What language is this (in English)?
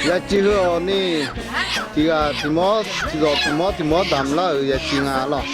Akha